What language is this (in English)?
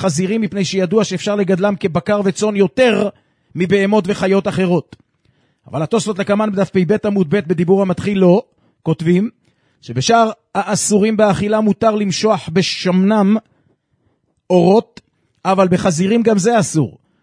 Hebrew